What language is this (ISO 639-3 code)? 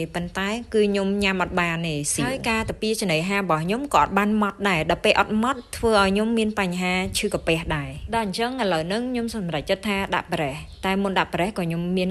khm